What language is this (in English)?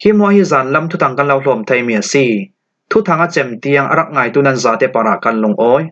Falam Chin